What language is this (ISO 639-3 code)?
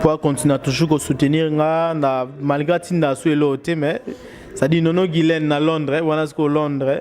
lin